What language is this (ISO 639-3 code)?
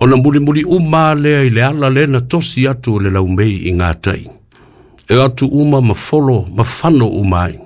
smo